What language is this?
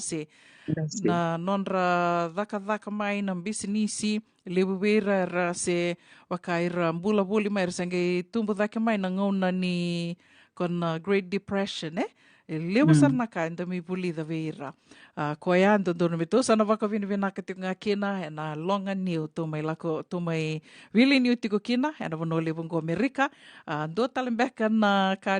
Fijian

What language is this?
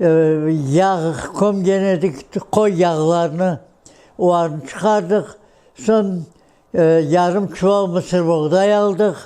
Crimean Tatar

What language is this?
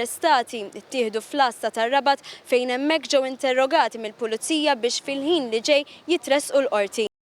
Maltese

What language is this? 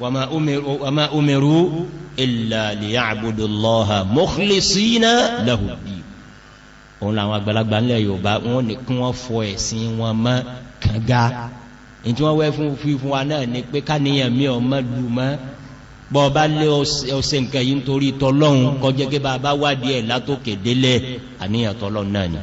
Yoruba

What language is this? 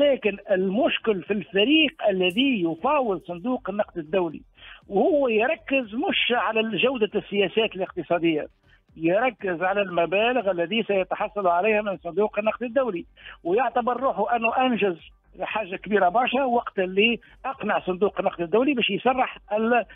Tunisian Arabic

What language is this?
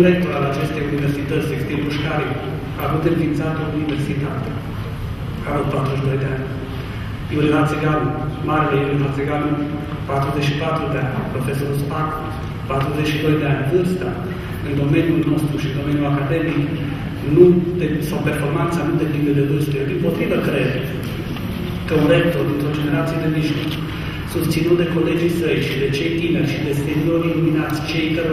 Romanian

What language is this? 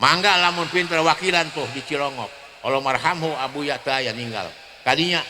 Sundanese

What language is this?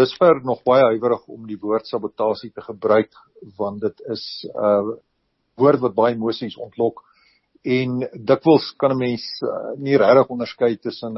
Afrikaans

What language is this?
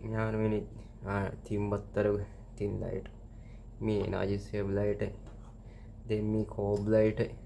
Divehi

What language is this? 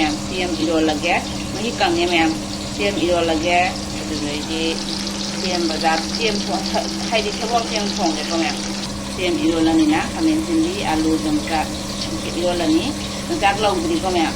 Manipuri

